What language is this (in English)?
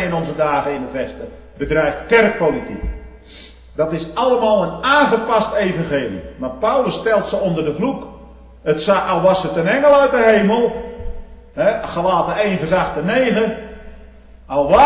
Dutch